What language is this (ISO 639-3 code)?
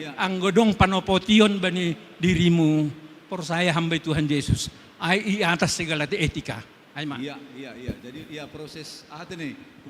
bts